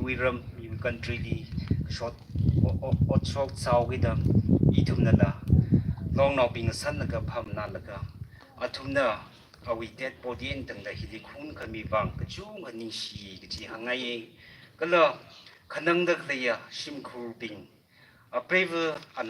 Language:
Tangkhul Naga (India)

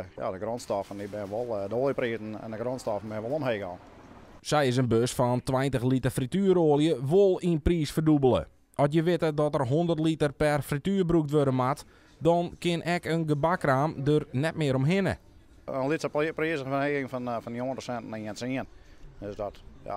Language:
Western Frisian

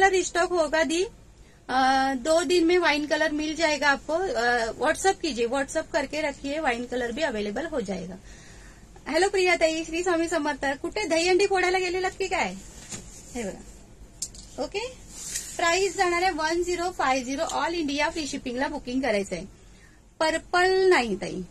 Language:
Marathi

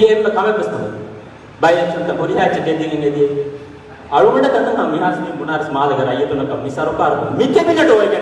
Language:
Divehi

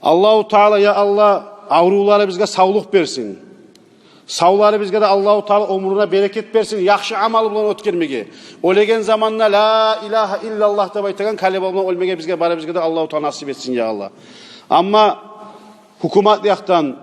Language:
Kumyk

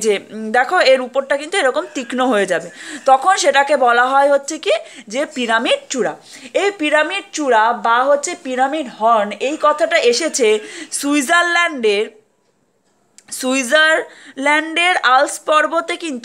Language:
Bangla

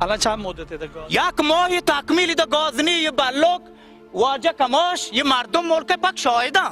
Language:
Baluchi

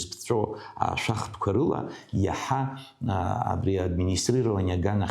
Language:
Abkhazian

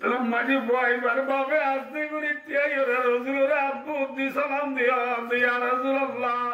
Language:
Rohingya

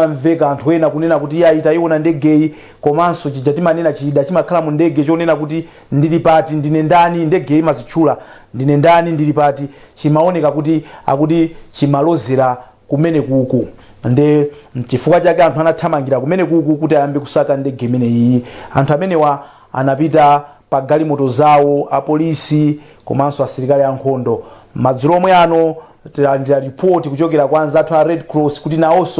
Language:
Nyanja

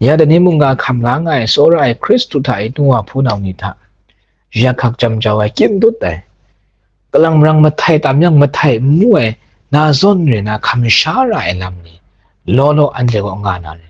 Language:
Kachin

